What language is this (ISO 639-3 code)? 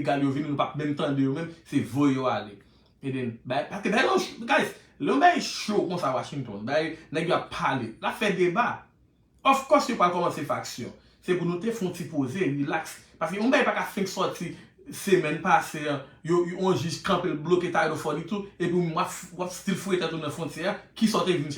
hat